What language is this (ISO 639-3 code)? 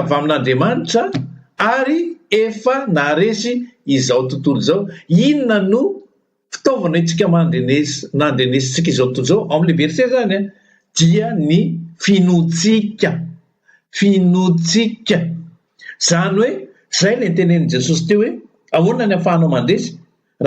mlg